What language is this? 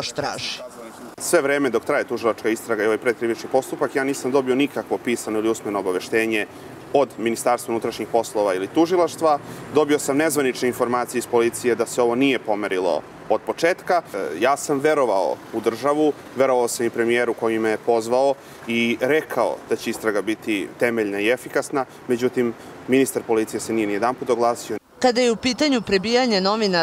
Serbian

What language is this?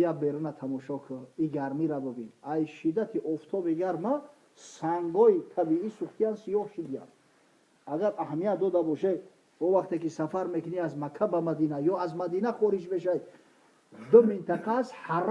Tajik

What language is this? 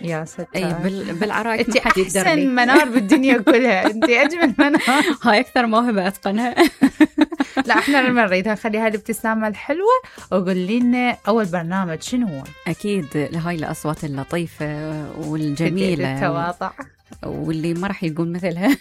Mesopotamian Arabic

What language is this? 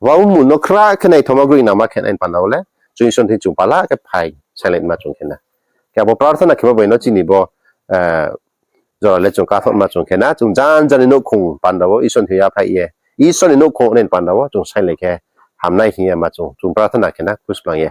Riang (India)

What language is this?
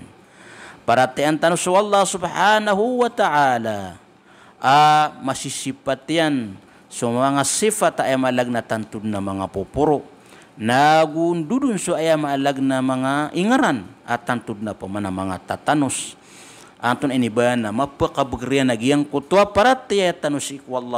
Maranao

